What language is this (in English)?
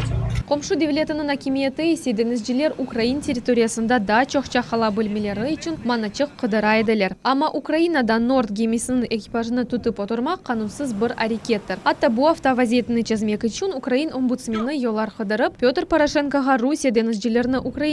Crimean Tatar